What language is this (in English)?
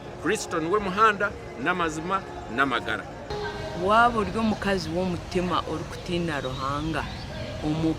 Nyankole